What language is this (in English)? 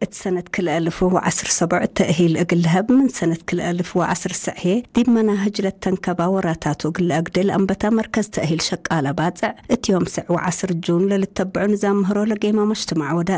Tigre